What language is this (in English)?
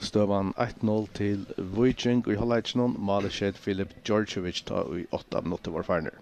Faroese